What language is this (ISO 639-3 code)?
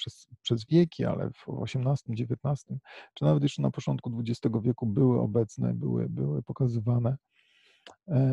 pol